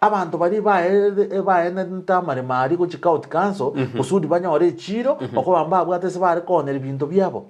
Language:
Gusii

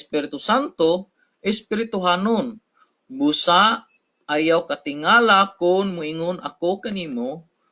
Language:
Cebuano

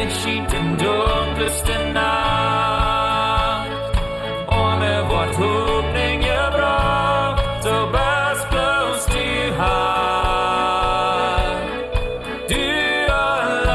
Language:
Plautdietsch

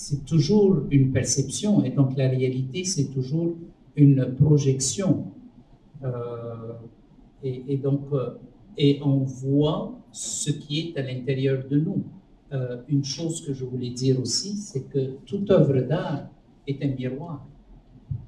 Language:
French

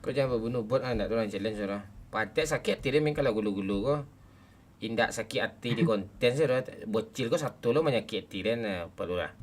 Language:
Minangkabau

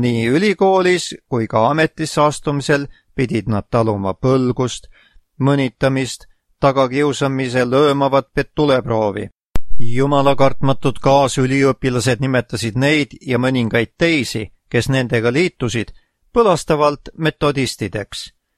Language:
Estonian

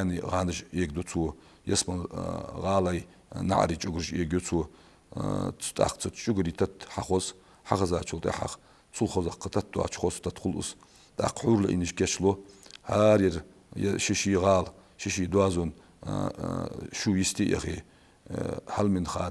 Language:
Ingush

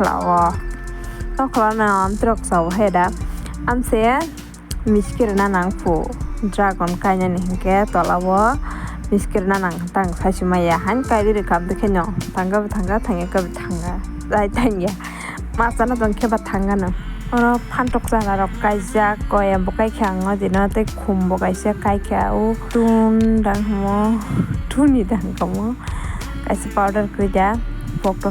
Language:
Kok Borok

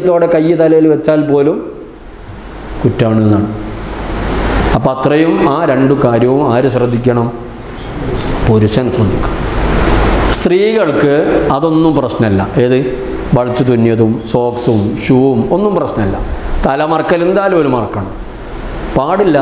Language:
Malayalam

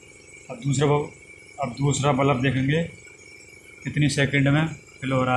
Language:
Hindi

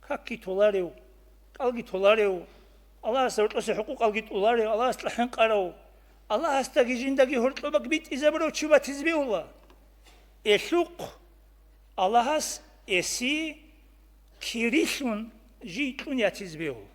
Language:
Avaric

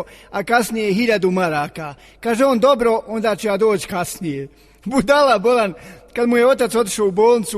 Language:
Bosnian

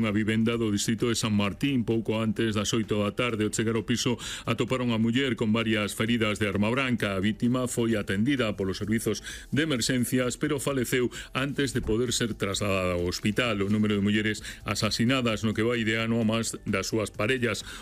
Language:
Galician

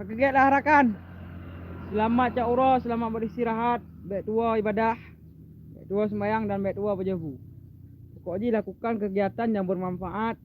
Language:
Achinese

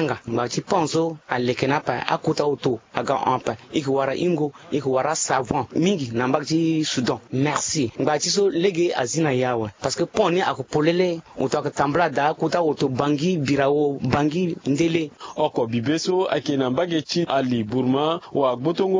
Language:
Sango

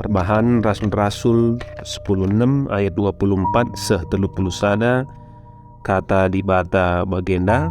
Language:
Batak Karo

